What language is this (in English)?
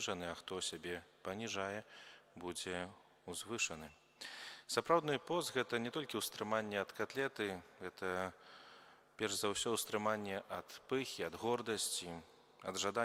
Belarusian